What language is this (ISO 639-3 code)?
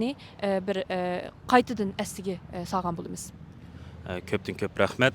uig